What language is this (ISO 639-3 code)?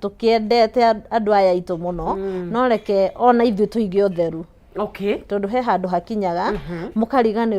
kik